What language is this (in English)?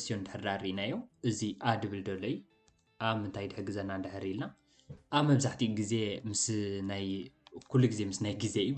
Tigrinya